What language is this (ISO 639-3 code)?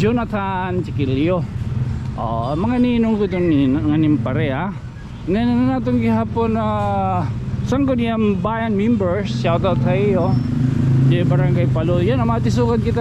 war